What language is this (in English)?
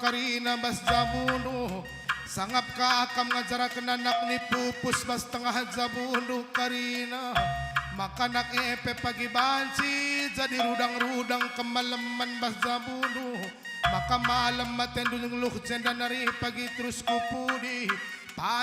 Batak Karo